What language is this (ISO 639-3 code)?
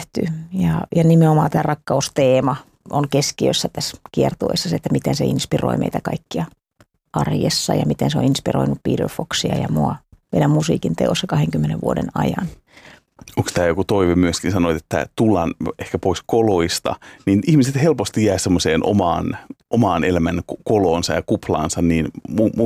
fin